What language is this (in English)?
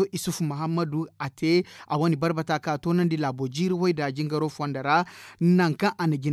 Zarma